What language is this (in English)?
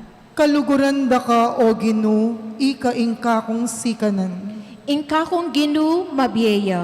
Pampanga